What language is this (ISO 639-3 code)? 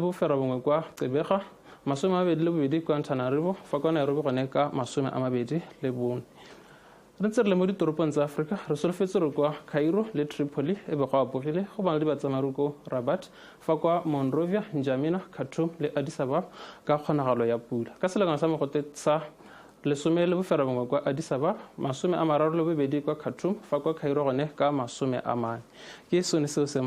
tsn